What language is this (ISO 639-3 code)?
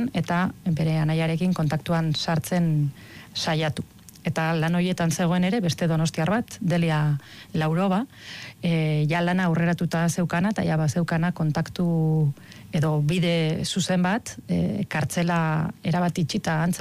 eus